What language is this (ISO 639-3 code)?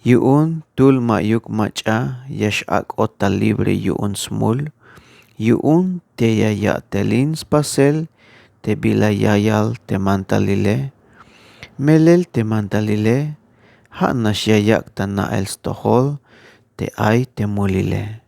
tzh